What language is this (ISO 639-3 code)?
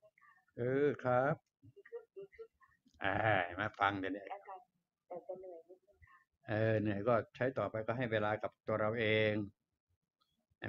tha